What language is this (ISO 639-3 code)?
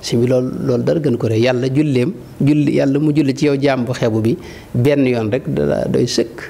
wol